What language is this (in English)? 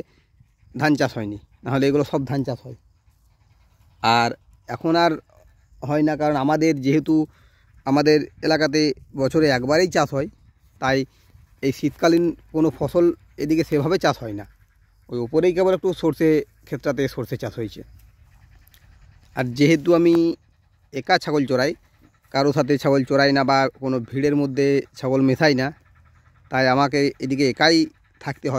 Bangla